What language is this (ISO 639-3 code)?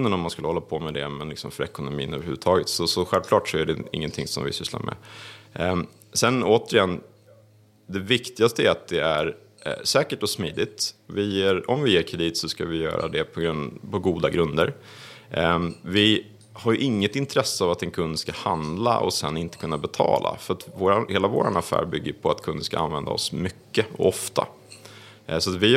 swe